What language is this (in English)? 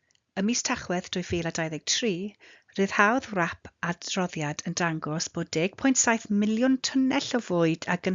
Welsh